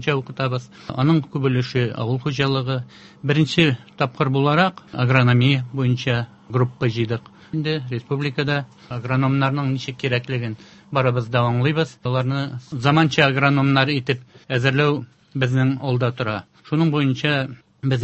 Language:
Tatar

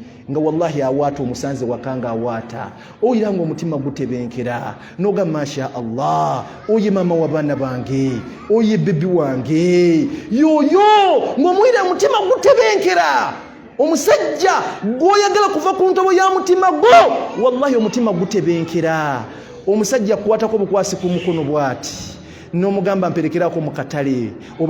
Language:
Ganda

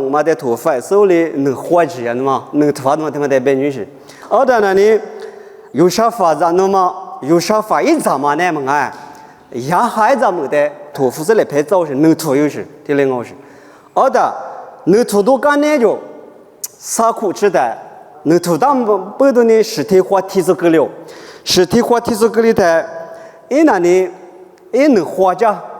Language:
Lisu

